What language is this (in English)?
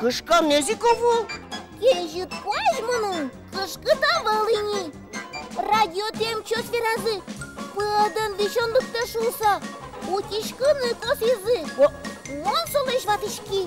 Udmurt